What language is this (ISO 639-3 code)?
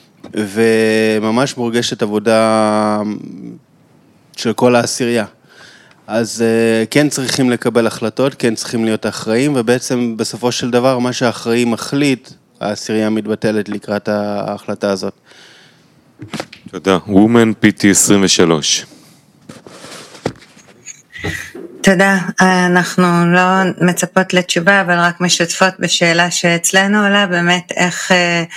heb